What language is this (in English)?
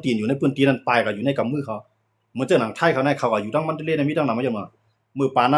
Shan